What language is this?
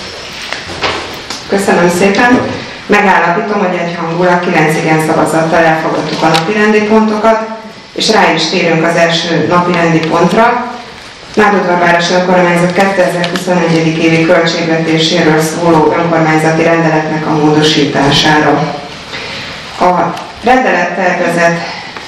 Hungarian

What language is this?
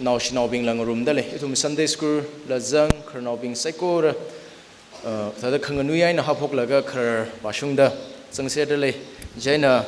Tangkhul Naga (India)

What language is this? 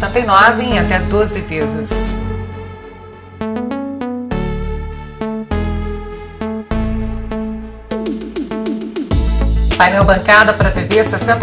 Portuguese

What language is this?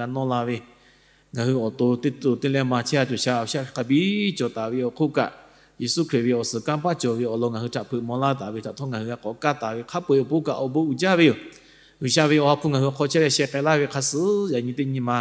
Lahu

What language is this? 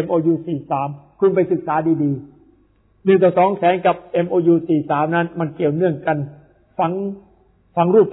Thai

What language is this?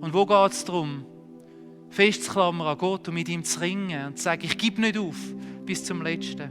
Swiss German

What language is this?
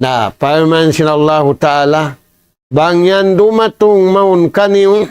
Tausug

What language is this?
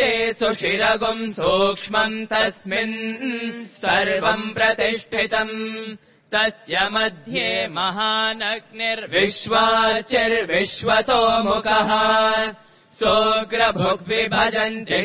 Sanskrit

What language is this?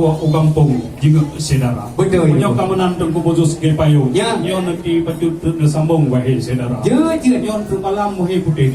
Achinese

